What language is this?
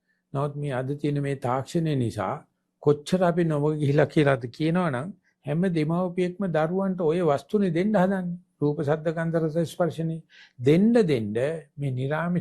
Sinhala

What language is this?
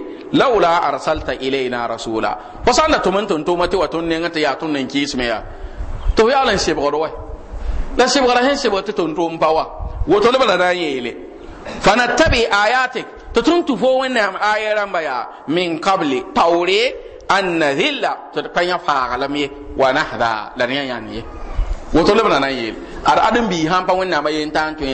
Mossi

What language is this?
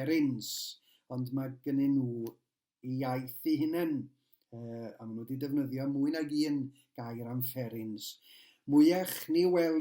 Welsh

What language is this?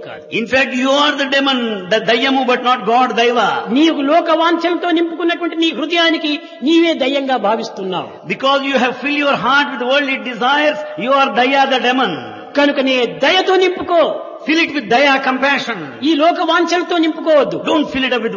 Telugu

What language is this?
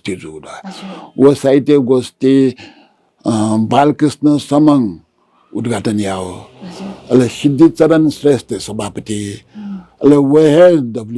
Newari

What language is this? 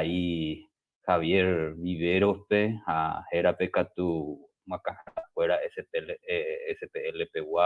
Guarani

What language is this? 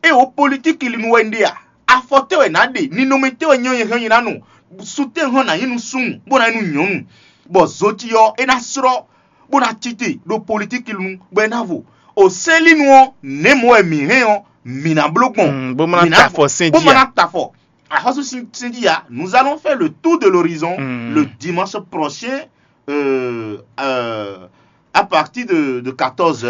Fon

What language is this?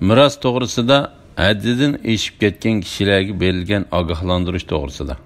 Uyghur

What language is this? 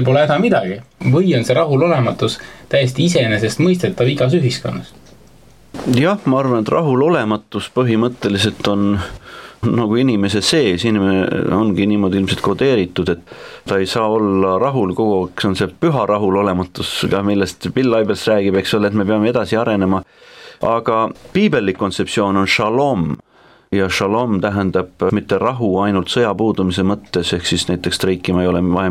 Estonian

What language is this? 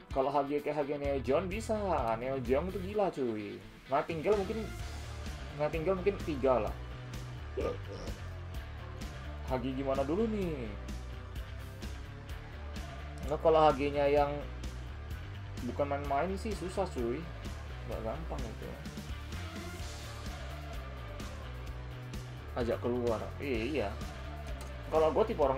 Indonesian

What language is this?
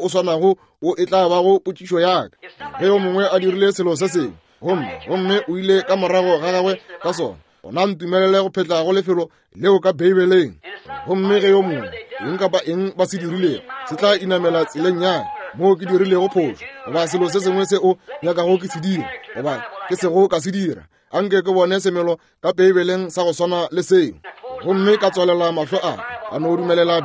Northern Sotho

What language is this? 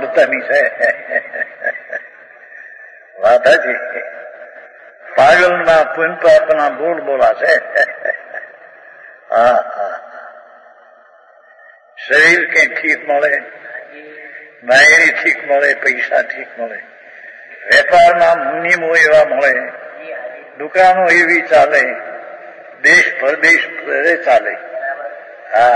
Gujarati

